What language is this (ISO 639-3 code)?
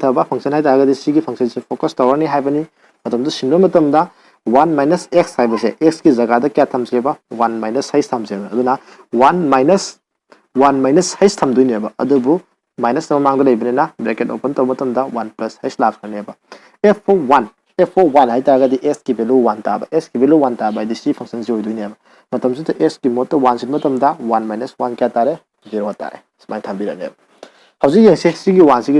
mni